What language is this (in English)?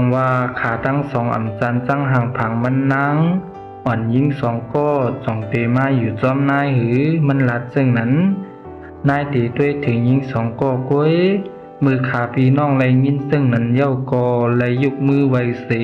Shan